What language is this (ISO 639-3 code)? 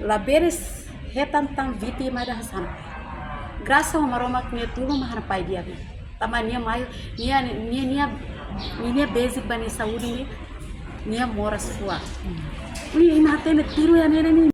tet